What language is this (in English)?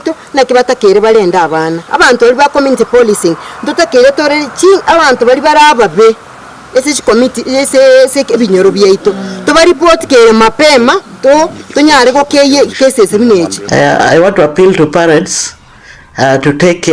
Gusii